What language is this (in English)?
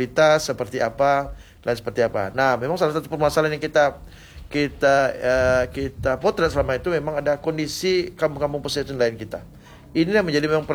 Indonesian